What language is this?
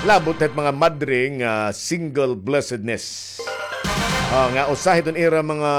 Waray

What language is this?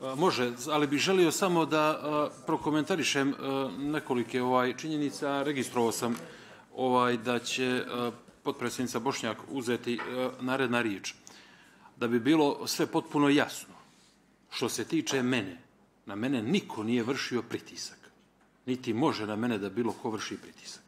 Bosnian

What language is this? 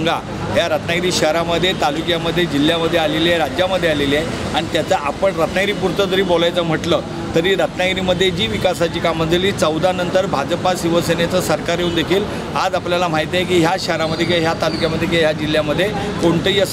Marathi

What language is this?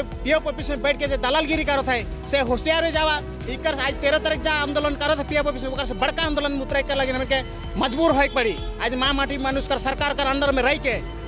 Sadri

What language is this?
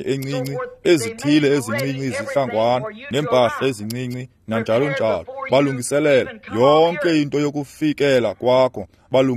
Xhosa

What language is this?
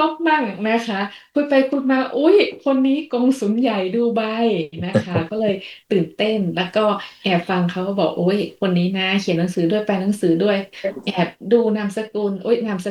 Thai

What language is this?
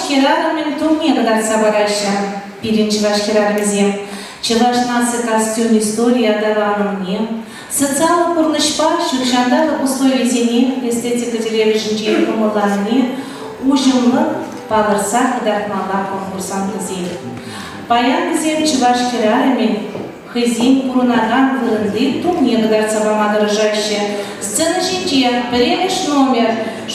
Chuvash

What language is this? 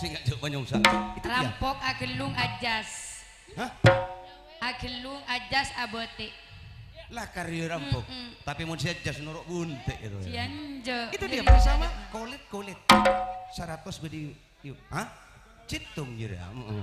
Madurese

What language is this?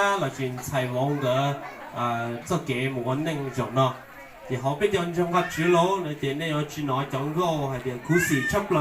Hmong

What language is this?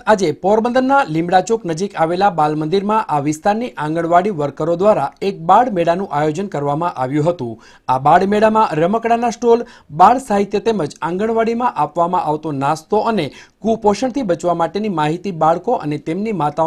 Gujarati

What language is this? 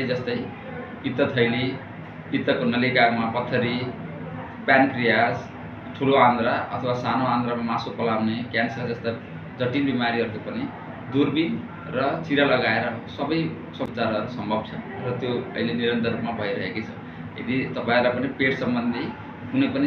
Nepali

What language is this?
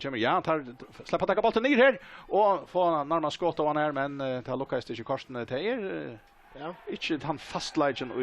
Faroese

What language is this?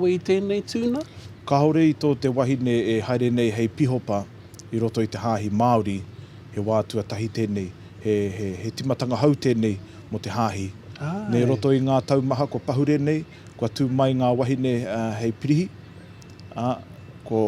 Māori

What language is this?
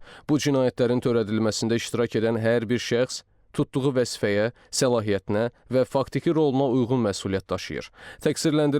Azerbaijani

